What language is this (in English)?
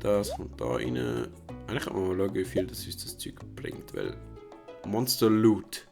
Swiss German